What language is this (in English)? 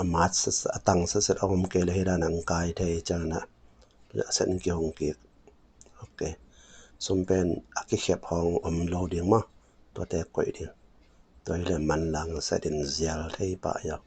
Tedim Chin